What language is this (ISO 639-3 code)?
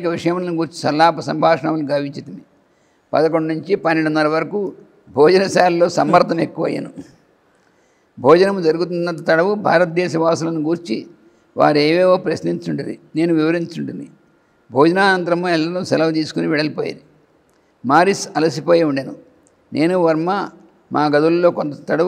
tel